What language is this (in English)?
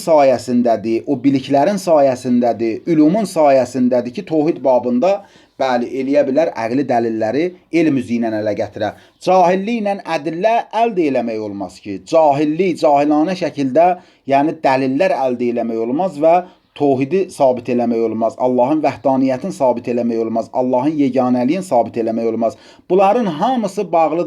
Azerbaijani